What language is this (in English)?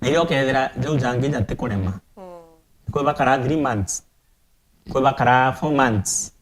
Meru